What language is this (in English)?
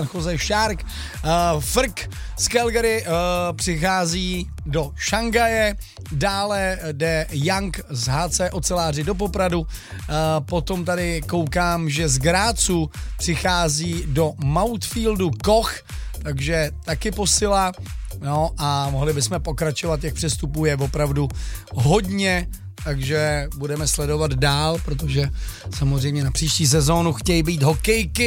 Czech